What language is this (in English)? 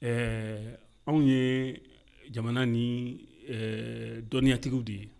Bambara